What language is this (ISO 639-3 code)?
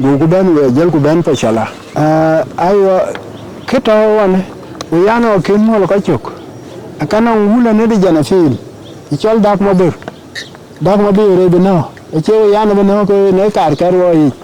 din